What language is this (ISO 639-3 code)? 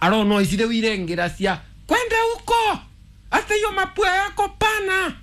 kik